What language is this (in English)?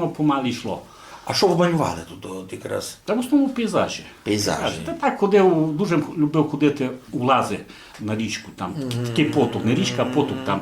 Rusyn